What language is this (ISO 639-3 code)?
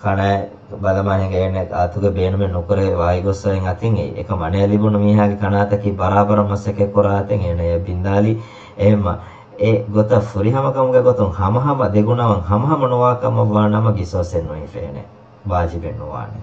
div